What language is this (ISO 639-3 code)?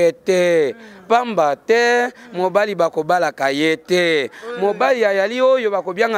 lin